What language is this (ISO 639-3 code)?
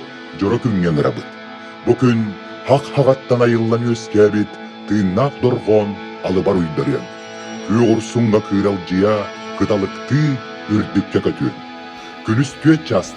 sah